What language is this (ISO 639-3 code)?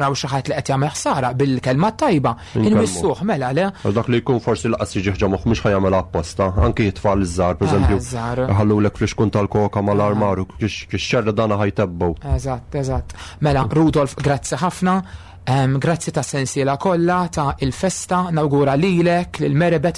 mlt